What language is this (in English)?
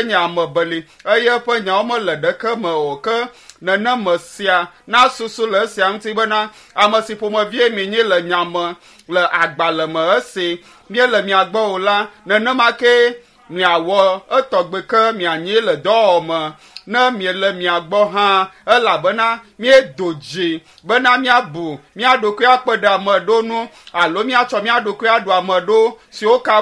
Ewe